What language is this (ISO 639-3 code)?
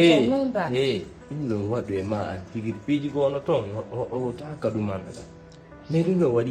ful